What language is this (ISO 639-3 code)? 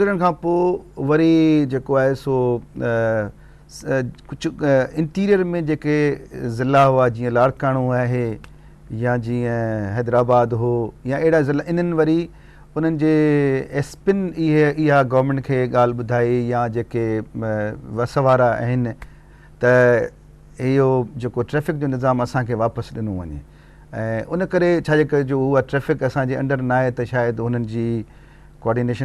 snd